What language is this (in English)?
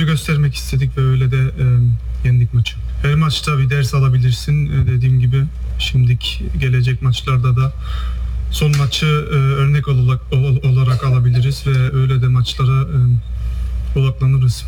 Turkish